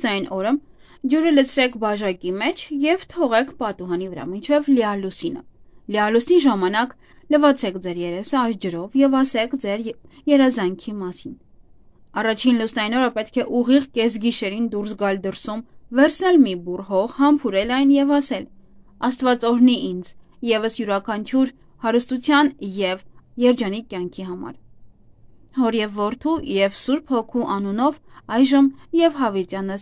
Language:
Armenian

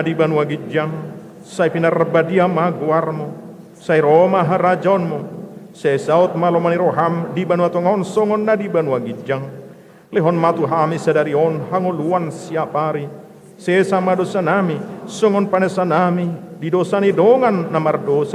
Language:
Batak Toba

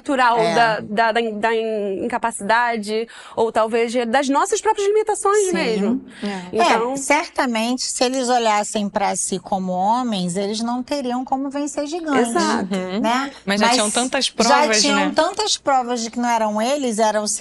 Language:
Portuguese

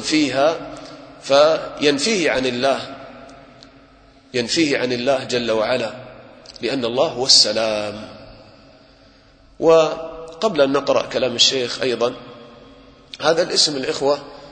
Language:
Arabic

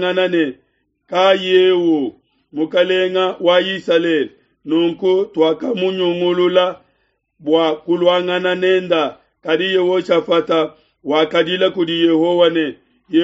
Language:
Luba-Lulua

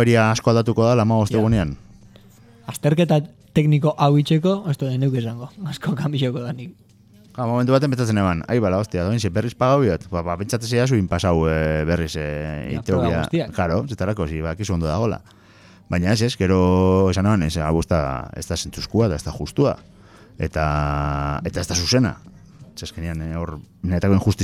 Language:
Basque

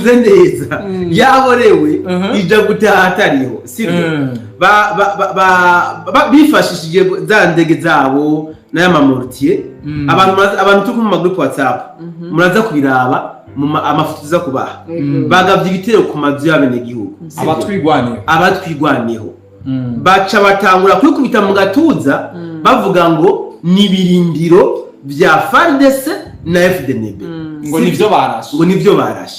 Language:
Rundi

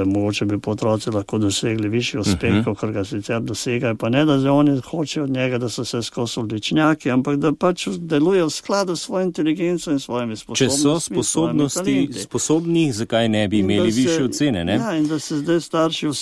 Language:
Slovenian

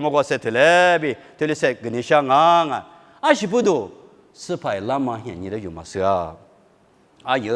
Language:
Lisu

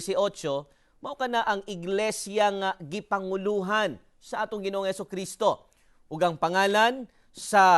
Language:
Cebuano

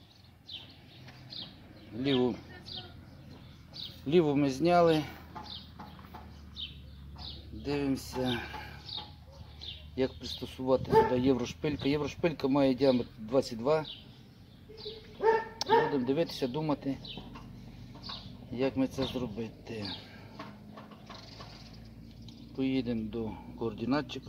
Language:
Ukrainian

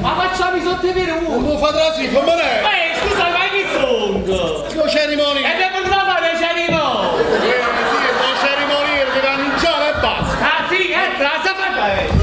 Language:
Neapolitan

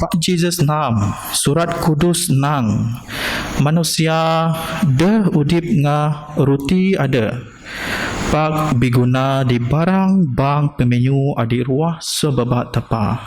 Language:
Biatah Bidayuh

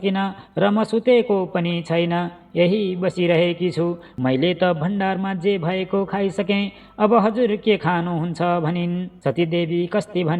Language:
Nepali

